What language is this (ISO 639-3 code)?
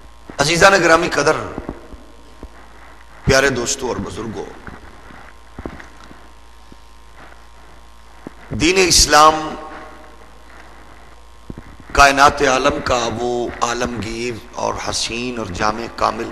urd